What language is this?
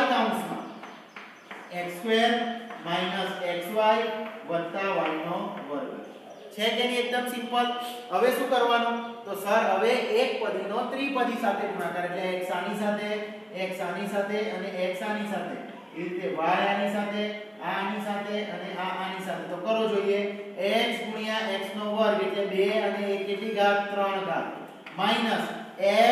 Gujarati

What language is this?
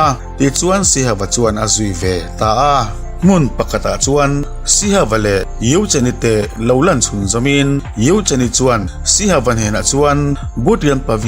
Mizo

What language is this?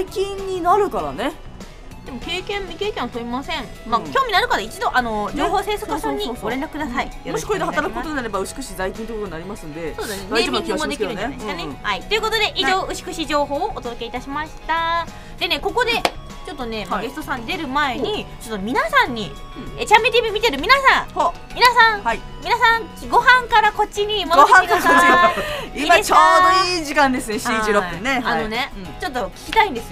Japanese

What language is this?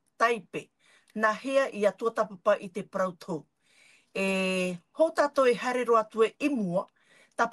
Tahitian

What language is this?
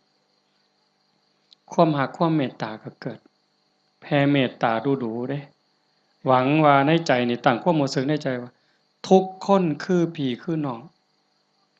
Lao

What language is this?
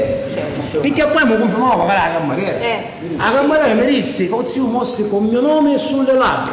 Sicilian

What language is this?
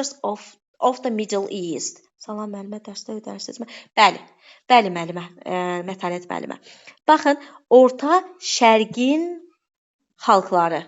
Azerbaijani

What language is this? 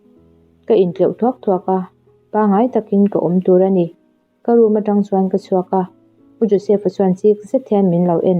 Mizo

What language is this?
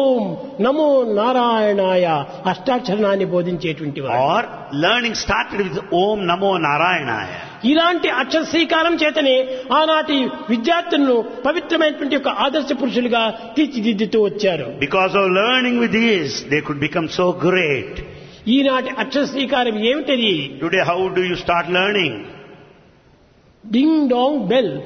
Telugu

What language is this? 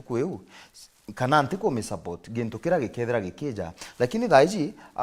Meru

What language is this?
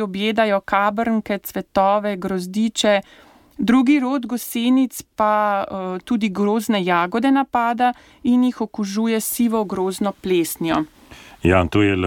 Slovenian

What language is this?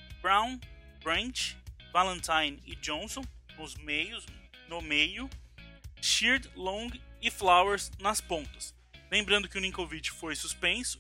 Portuguese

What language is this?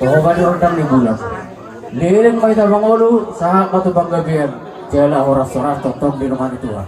Batak Toba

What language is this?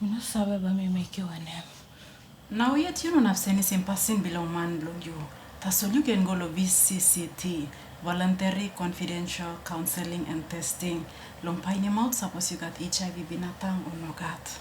Tok Pisin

